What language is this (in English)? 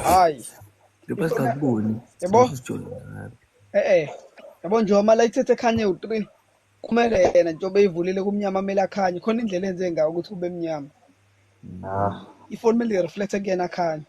Zulu